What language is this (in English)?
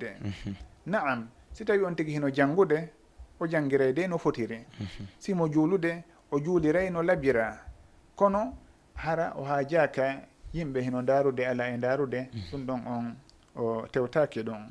Fula